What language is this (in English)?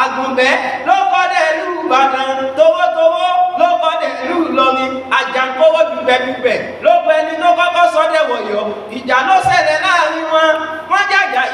Yoruba